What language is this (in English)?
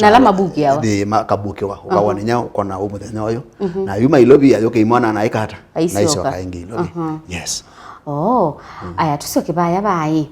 Kamba